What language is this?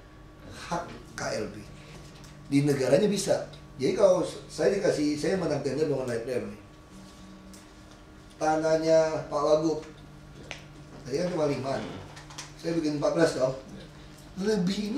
Indonesian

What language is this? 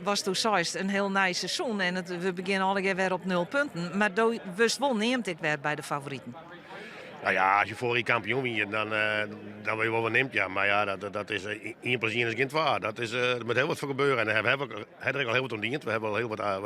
Western Frisian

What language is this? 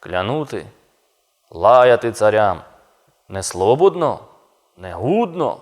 Rusyn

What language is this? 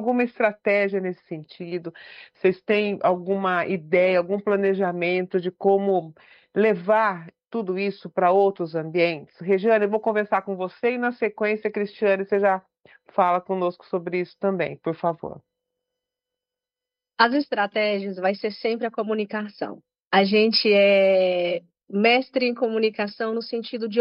Portuguese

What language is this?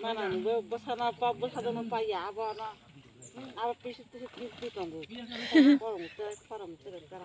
Kok Borok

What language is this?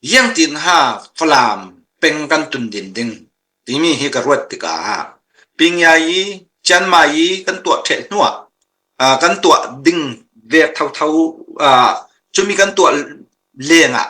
Falam Chin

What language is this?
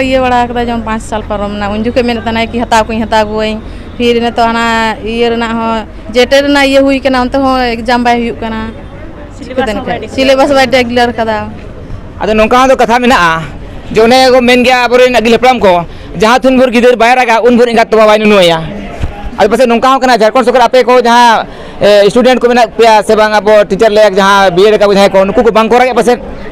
Santali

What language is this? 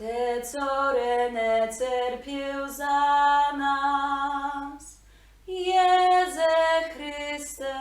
Kashubian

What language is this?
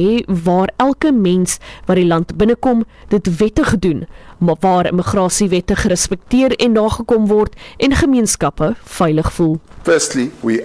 Afrikaans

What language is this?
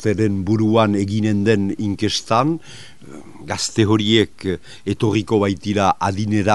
Basque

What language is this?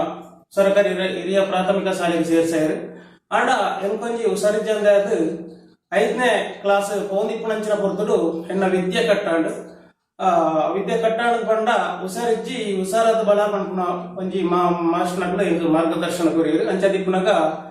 Tulu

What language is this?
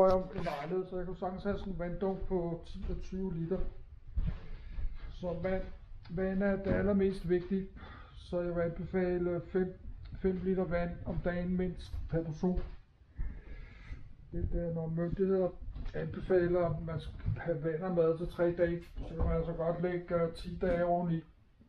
Danish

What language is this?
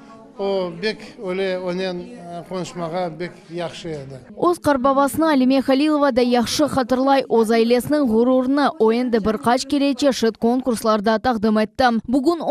Crimean Tatar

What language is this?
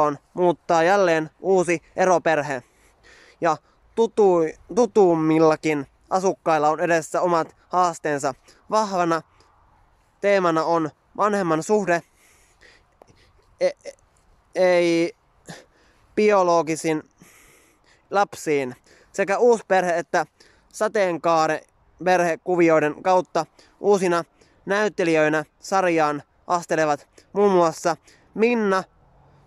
Finnish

